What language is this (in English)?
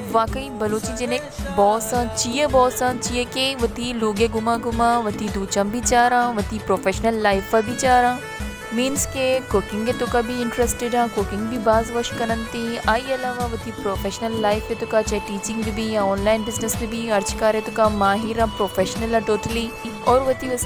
Baluchi